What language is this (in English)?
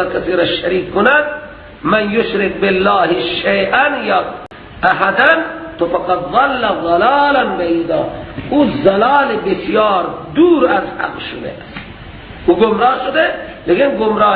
Persian